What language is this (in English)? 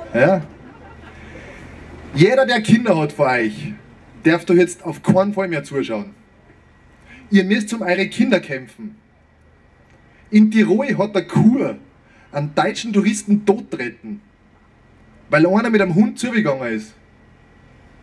German